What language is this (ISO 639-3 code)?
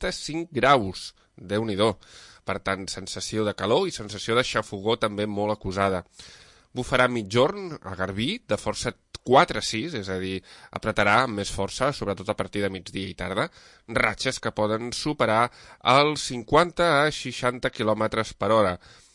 cat